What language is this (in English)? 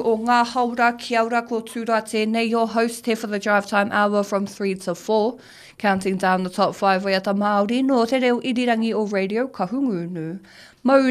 Māori